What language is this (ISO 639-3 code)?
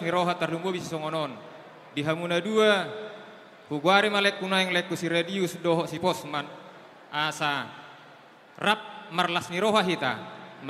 bbc